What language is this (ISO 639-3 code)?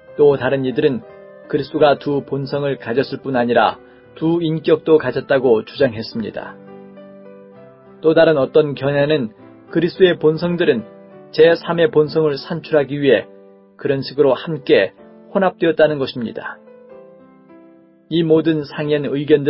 kor